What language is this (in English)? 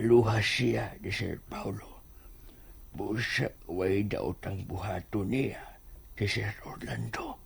Cebuano